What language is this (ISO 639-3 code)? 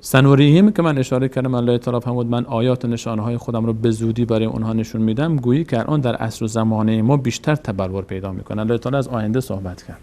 fas